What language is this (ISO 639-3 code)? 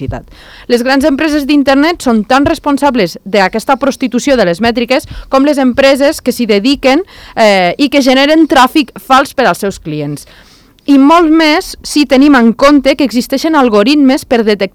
cat